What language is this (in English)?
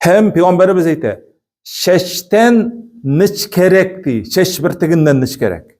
Tatar